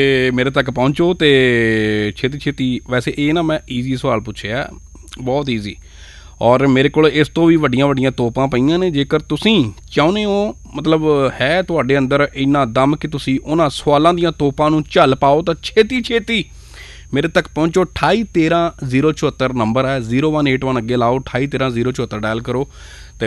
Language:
Punjabi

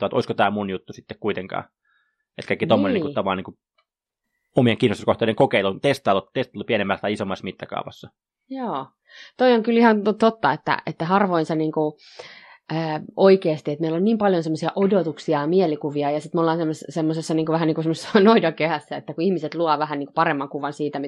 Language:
Finnish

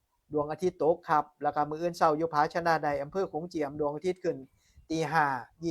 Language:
Northeastern Thai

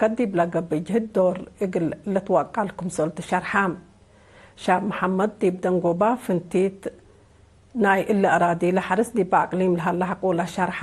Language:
Tigre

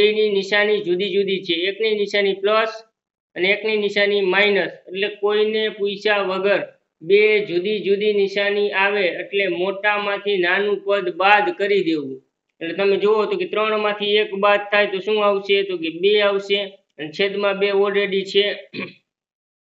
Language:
Gujarati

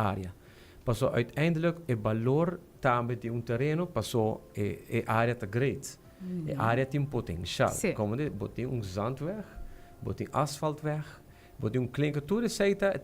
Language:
Papiamento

